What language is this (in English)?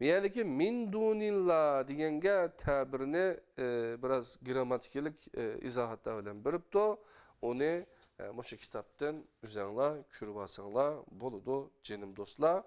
Uyghur